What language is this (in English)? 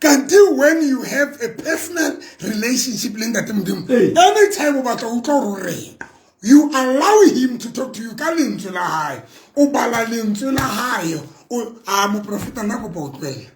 Southern Sotho